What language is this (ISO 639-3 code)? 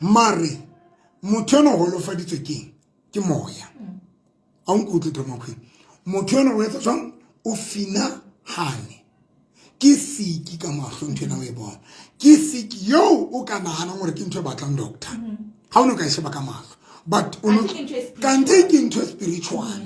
sot